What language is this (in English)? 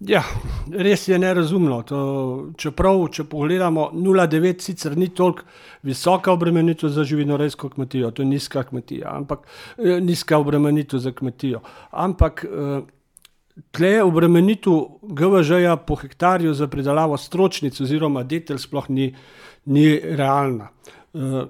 Slovenian